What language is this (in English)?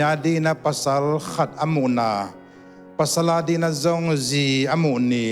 Tedim Chin